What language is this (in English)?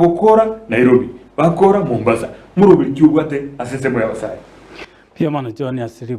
Gusii